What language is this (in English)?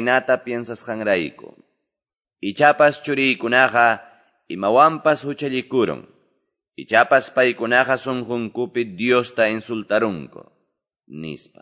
Quechua